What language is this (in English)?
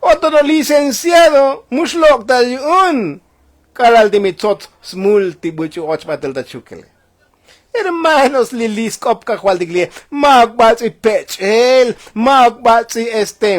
Tzotzil